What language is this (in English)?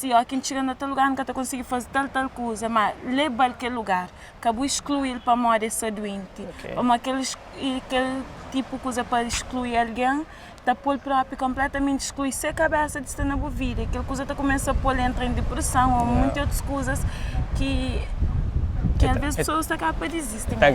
Kabuverdianu